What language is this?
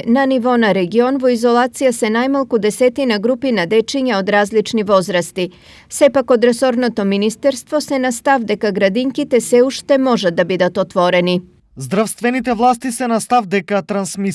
Macedonian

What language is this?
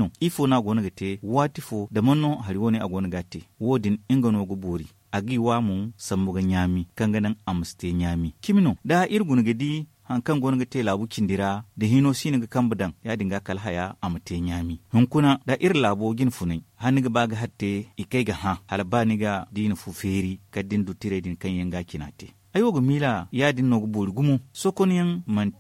Zarma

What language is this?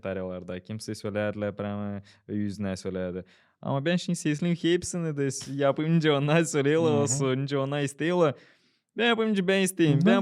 Gagauz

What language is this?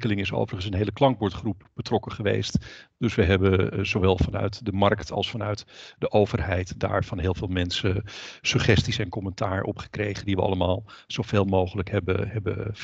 Dutch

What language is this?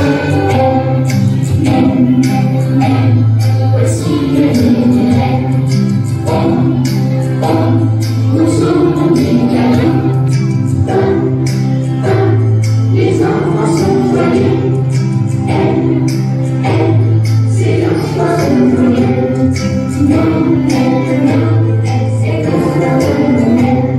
French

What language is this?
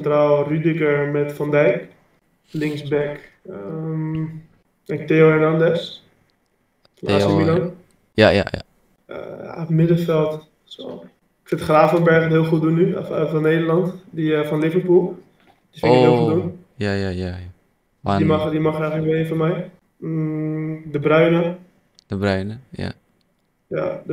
Dutch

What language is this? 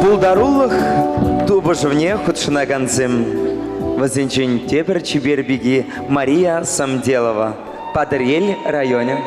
Chuvash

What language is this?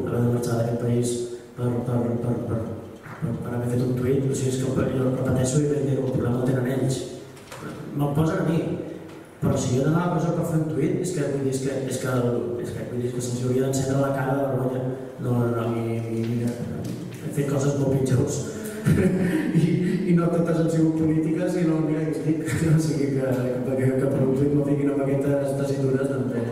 Catalan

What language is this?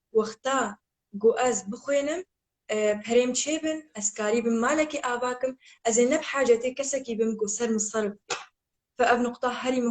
Kurdish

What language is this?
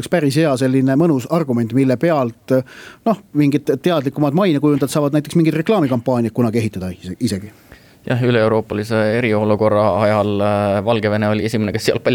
Estonian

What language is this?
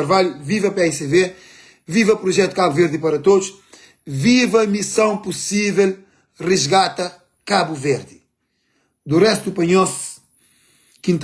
Kabuverdianu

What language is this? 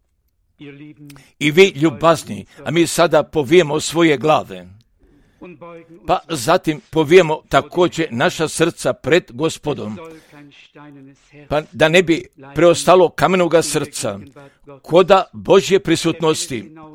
Croatian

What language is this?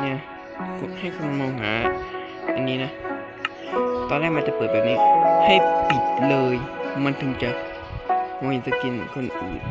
Lao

